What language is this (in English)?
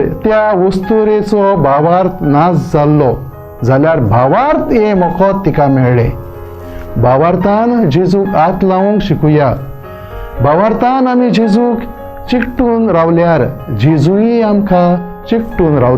Konkani